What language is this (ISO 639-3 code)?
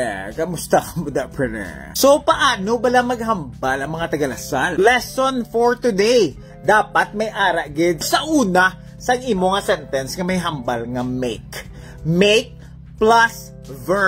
hil